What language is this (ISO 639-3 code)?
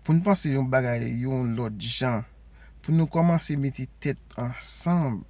hat